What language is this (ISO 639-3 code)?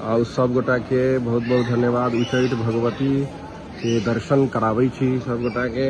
mai